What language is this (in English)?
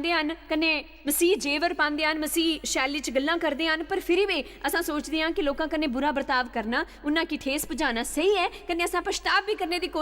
Dogri